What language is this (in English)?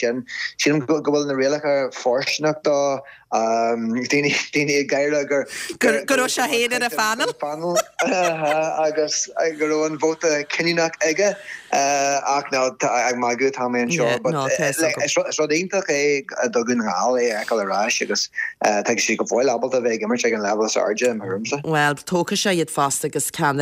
Irish